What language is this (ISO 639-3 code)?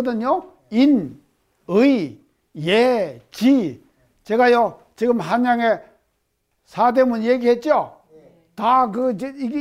kor